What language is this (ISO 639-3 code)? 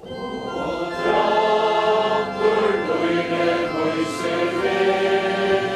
fao